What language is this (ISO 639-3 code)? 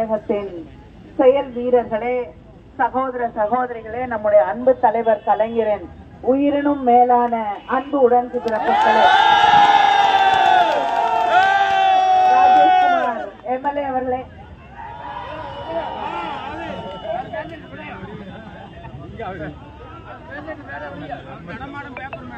tam